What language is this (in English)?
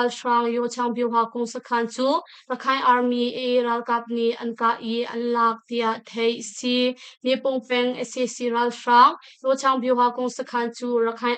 Hakha Chin